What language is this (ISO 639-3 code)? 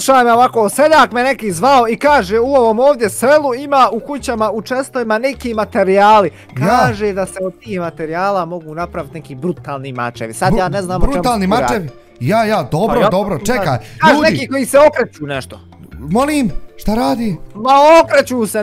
bos